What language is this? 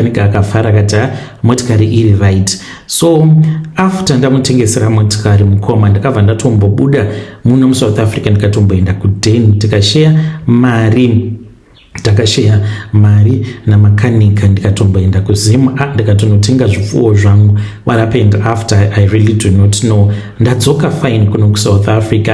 Shona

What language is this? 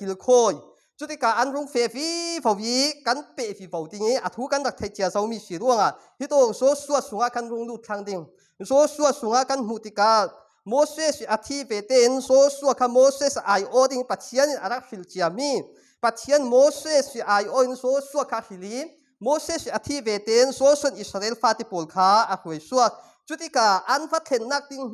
Falam Chin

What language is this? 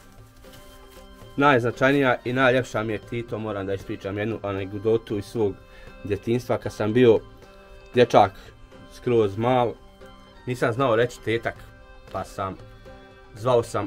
Bosnian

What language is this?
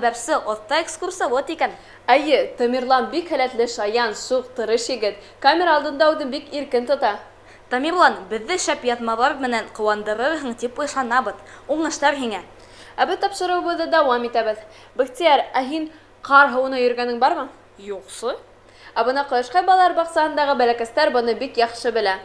Bashkir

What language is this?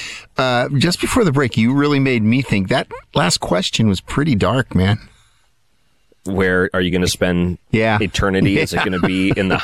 English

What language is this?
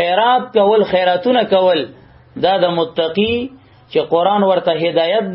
Pashto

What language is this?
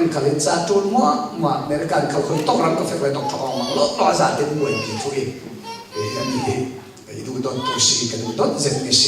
Falam Chin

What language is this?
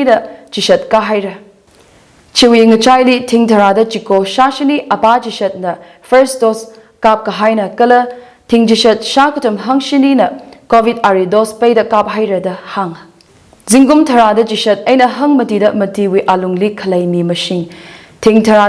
Tangkhul Naga (India)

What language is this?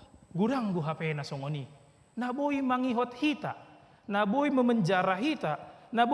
Batak Toba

